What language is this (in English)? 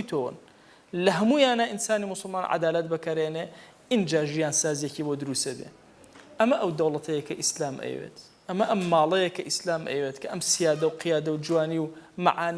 Central Kurdish